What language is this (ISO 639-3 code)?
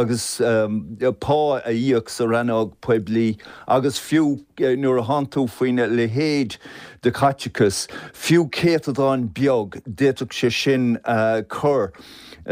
gle